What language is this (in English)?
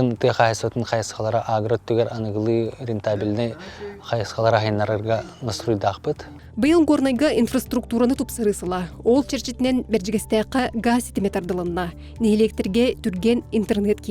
Yakut